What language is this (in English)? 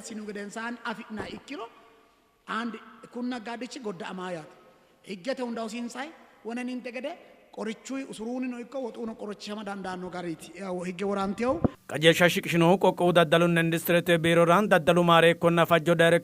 Sidamo